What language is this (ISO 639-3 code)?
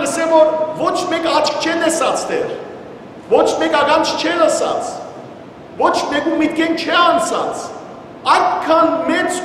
hyw